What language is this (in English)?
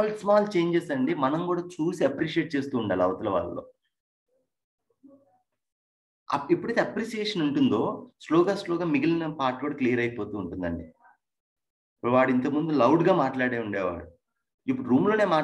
Telugu